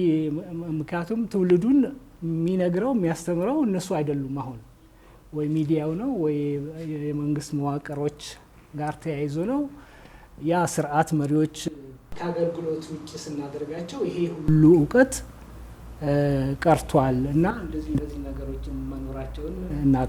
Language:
Amharic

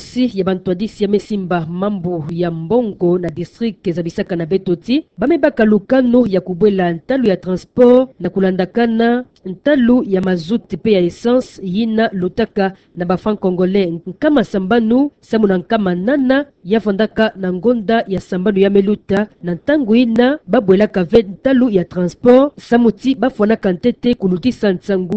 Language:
Kituba (Democratic Republic of Congo)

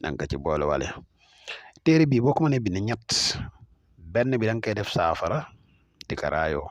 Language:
Wolof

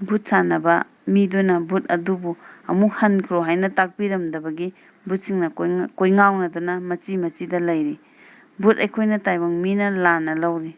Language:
Manipuri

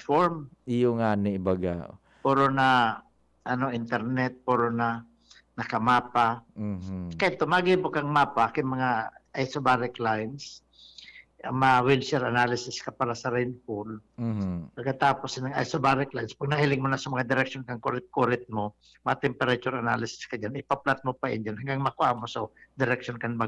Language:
Bikol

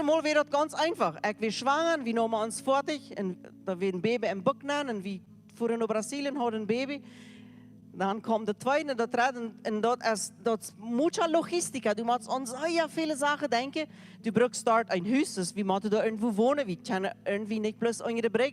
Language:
Plautdietsch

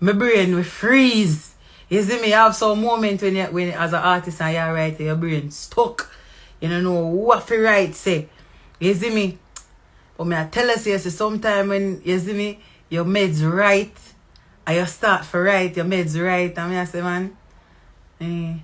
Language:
Jamaican Creole English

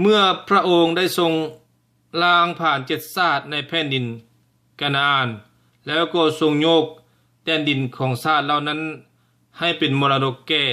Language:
Lao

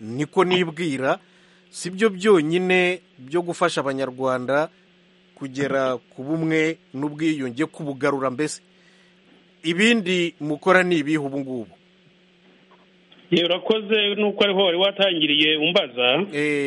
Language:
Kinyarwanda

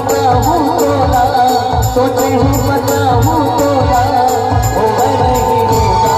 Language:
Chhattisgarhi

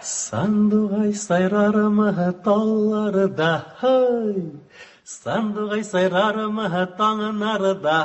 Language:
Tatar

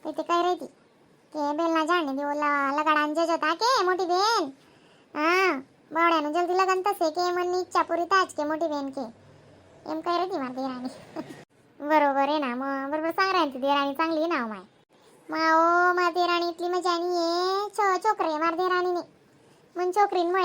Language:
Khandesi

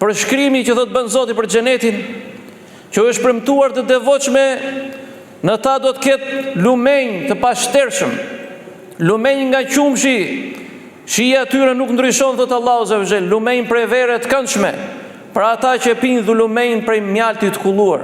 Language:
Albanian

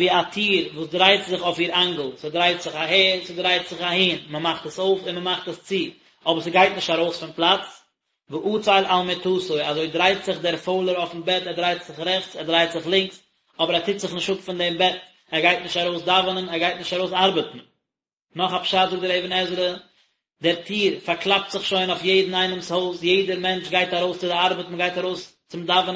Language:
Yiddish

